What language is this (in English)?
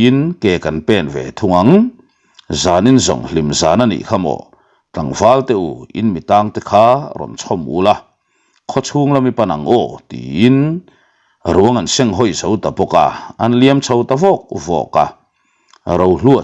Mizo